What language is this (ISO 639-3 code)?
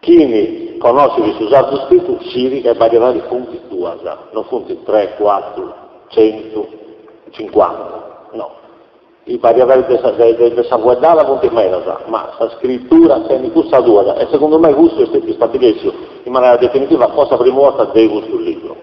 srd